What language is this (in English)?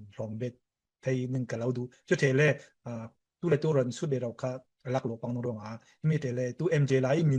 Falam Chin